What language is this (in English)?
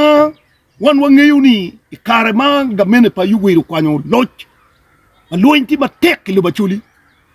Acoli